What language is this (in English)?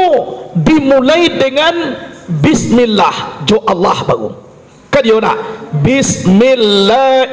Minangkabau